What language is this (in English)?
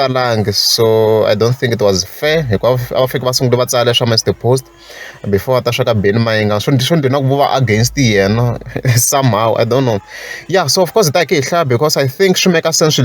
Tsonga